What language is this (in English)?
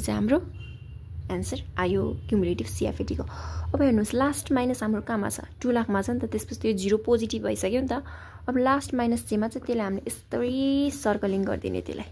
Nepali